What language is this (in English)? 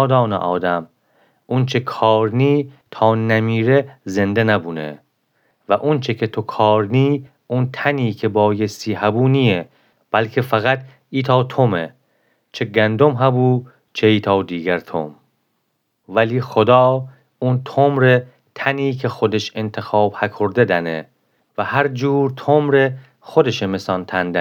Gilaki